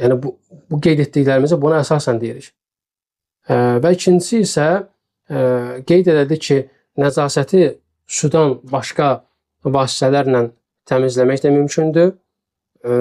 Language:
Azerbaijani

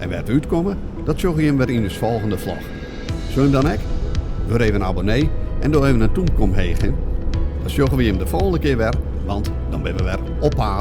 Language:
Western Frisian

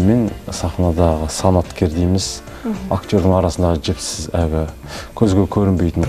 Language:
Kazakh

